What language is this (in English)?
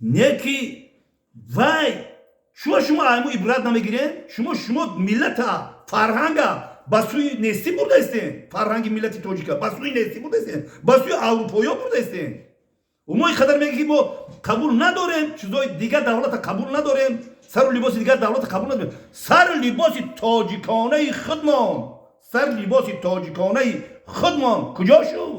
Tajik